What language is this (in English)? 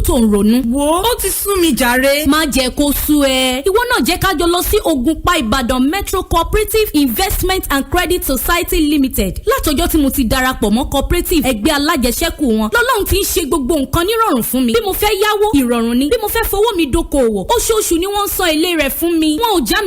Yoruba